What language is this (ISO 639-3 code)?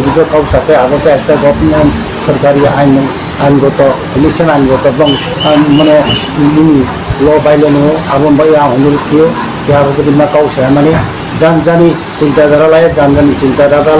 ria